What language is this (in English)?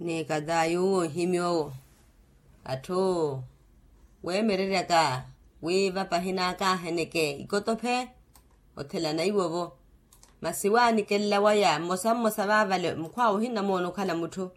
Makhuwa